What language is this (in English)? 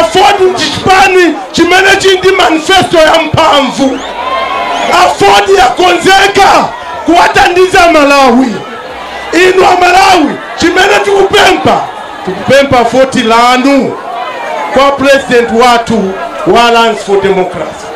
Nyanja